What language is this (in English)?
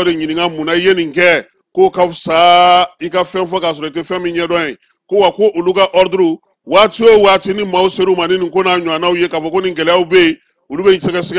Bambara